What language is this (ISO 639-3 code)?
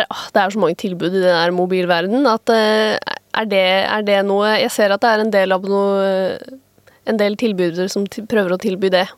nor